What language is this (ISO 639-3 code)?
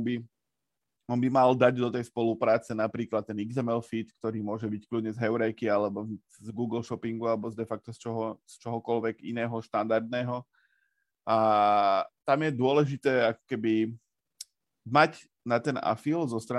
slk